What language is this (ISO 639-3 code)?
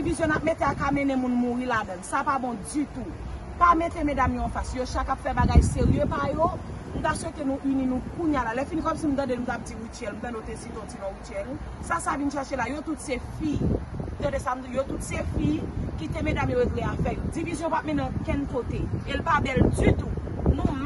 hat